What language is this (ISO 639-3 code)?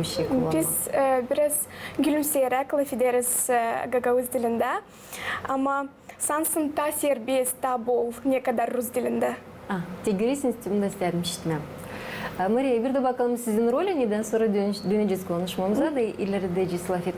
gag